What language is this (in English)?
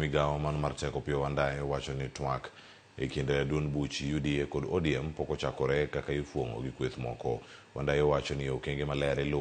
Luo (Kenya and Tanzania)